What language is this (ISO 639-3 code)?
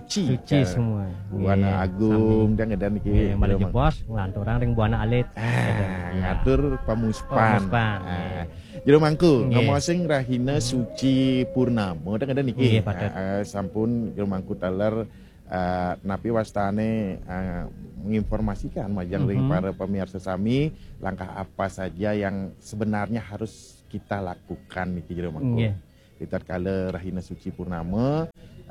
ban